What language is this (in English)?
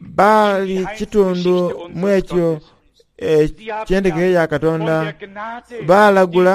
Soga